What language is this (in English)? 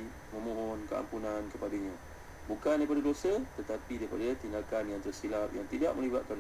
Malay